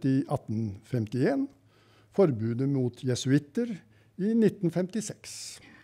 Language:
Norwegian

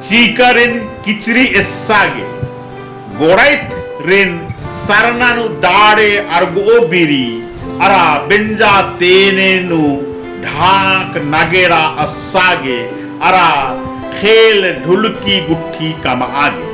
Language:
Kurukh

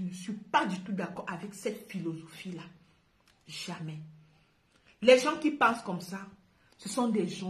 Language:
French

